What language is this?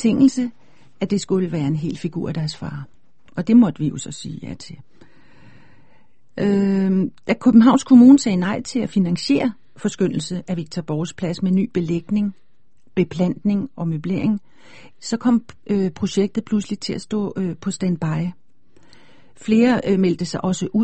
Danish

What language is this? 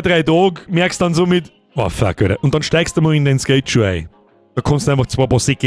Bavarian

